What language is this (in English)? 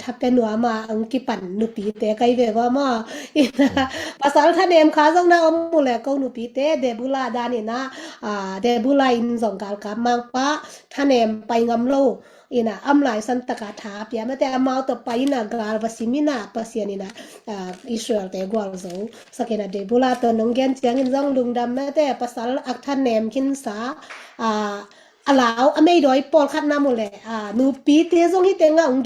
Tedim Chin